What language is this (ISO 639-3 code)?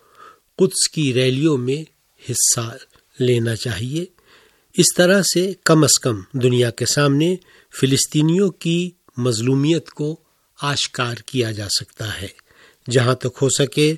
urd